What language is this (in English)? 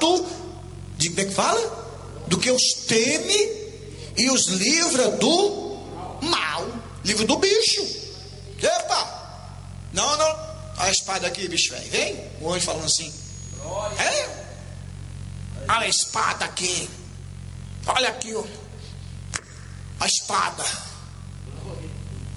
Portuguese